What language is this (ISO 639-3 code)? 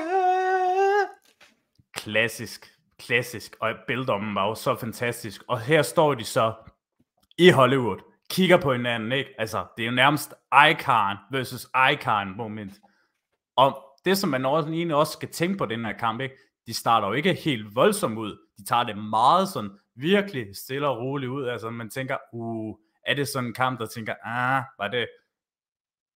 dan